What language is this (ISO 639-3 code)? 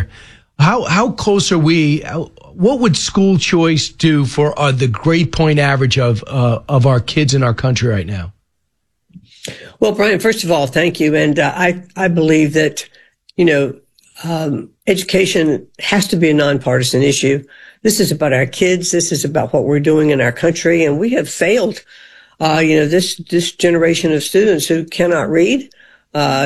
eng